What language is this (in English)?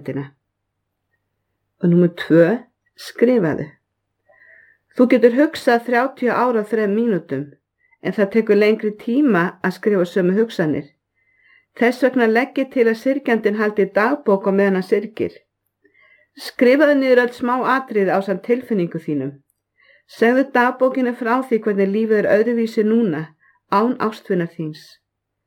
Icelandic